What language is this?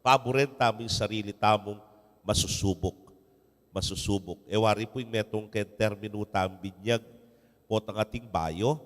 Pampanga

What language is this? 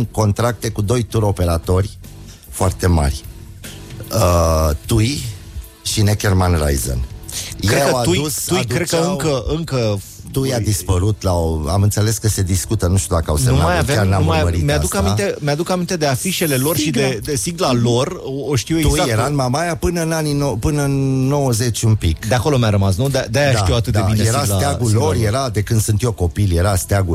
Romanian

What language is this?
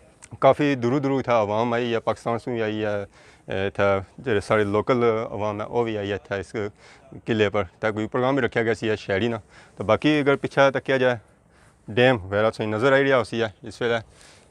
Pahari-Potwari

